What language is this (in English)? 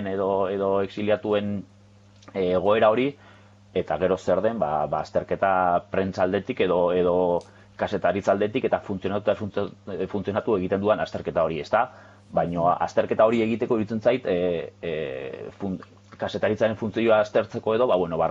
Basque